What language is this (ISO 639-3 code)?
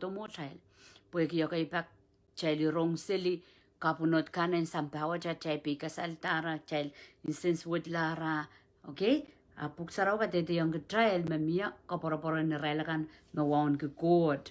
pon